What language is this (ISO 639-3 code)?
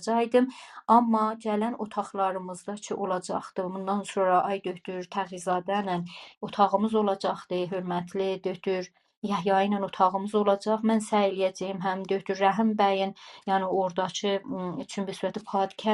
azb